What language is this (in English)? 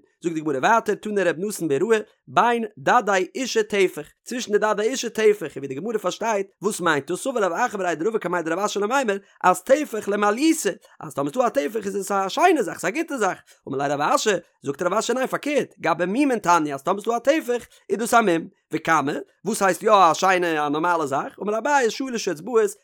Yiddish